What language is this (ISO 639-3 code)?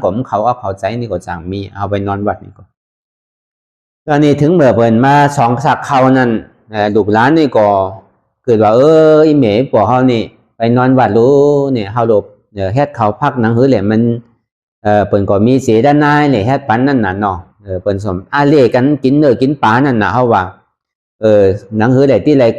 shn